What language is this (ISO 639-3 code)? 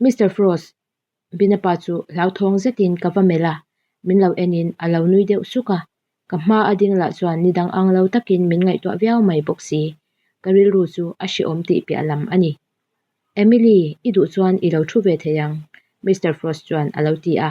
lus